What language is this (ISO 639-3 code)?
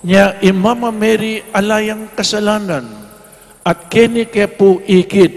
pam